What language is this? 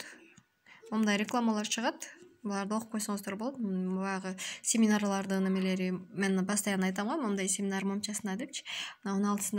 Kyrgyz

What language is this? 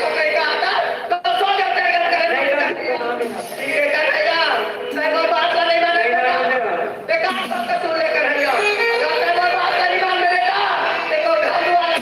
Chhattisgarhi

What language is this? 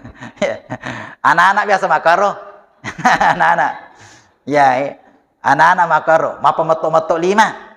Buginese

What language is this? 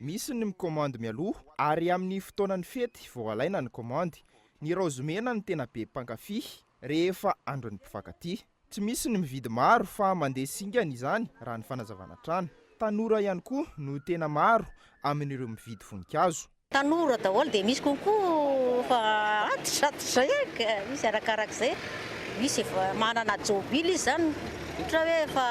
Malagasy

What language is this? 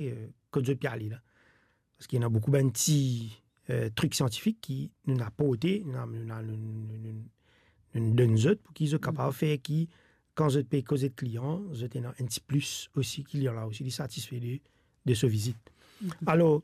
Morisyen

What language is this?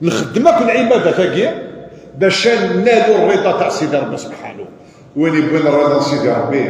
Kabyle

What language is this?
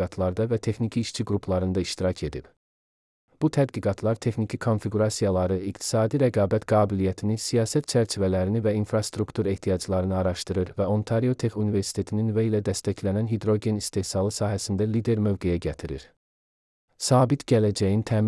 Azerbaijani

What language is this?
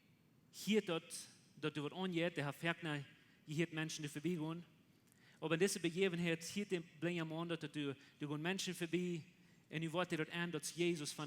Plautdietsch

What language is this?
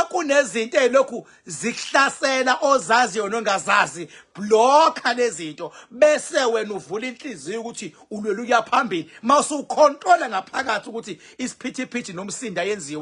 Zulu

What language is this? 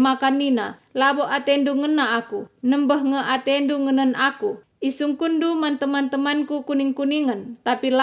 Batak Karo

